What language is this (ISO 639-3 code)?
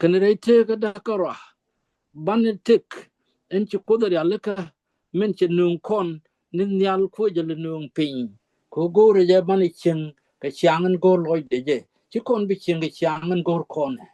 nus